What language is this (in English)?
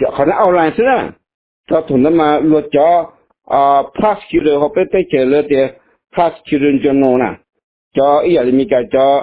Hmong